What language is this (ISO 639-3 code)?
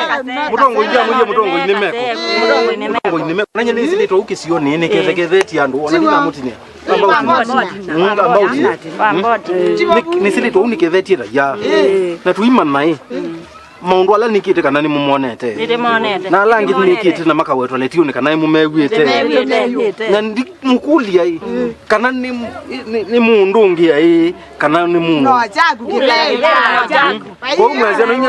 kam